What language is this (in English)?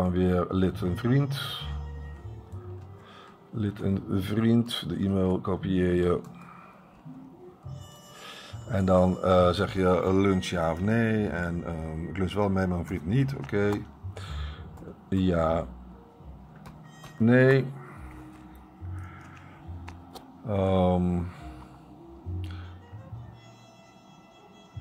Dutch